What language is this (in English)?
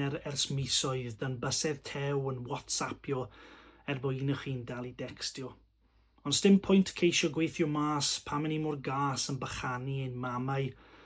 Welsh